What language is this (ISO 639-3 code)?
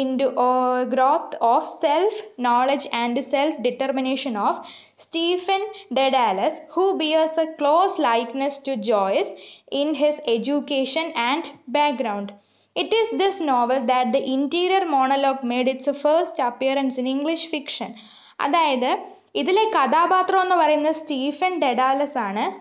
mal